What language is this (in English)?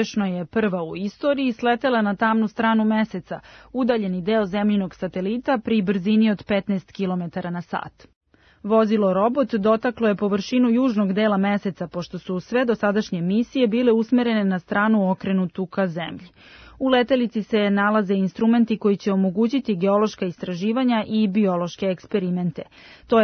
Serbian